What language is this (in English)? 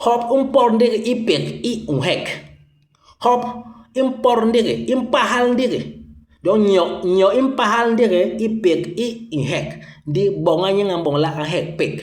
Basaa